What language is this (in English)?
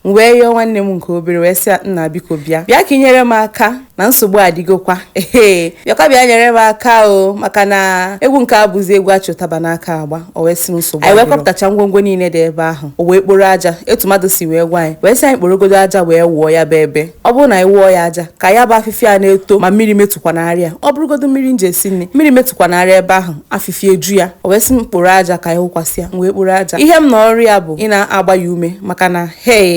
Igbo